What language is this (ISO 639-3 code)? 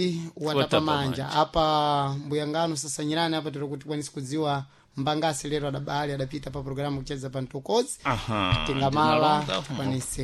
seh